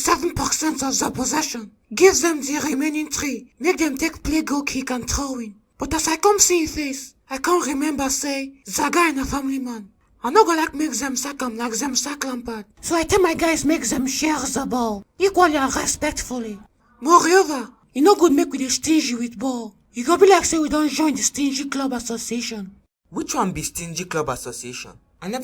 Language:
Nigerian Pidgin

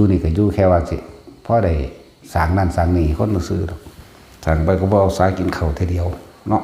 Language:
Northeastern Thai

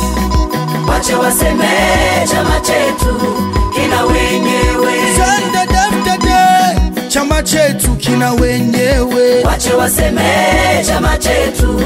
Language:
Swahili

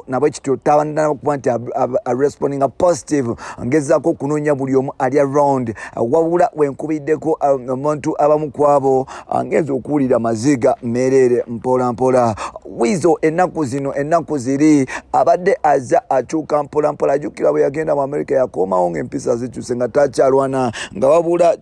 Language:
Ganda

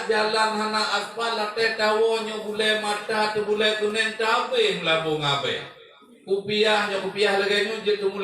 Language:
Achinese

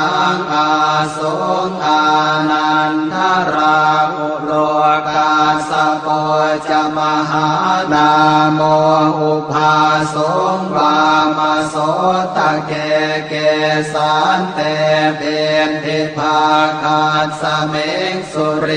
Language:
Pali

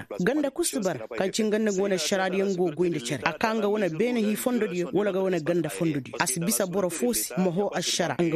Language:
Koyraboro Senni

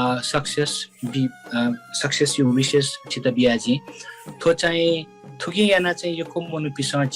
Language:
Newari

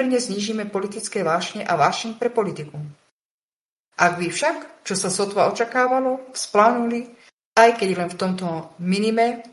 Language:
Slovak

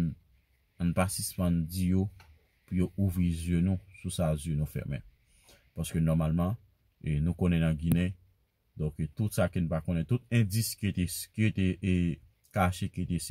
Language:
Haitian Creole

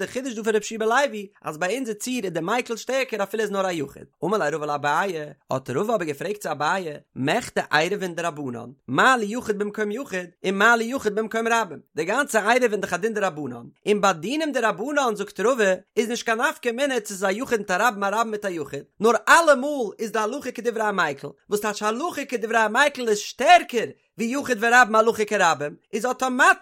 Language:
Yiddish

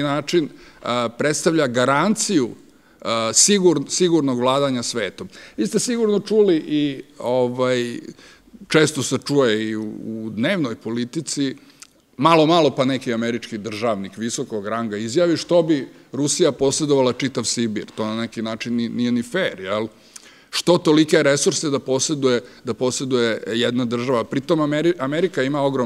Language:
Serbian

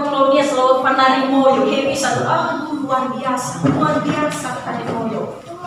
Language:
Nias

